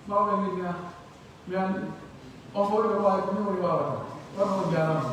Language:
Pular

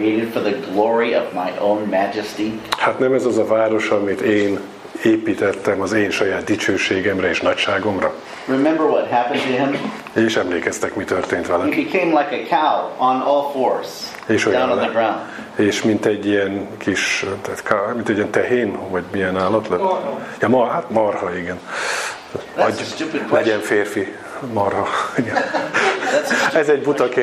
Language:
Hungarian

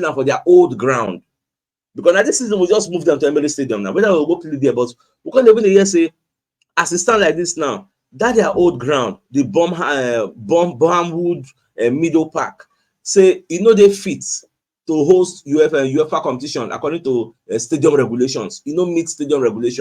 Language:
Nigerian Pidgin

